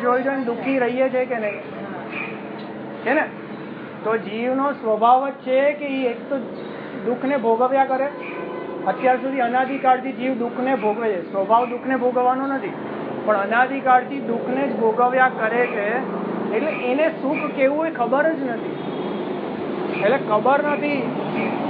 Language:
Gujarati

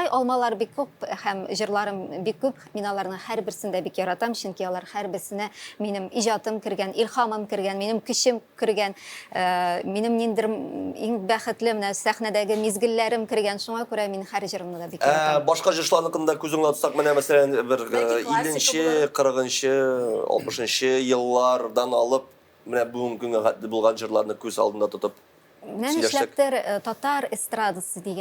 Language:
Tatar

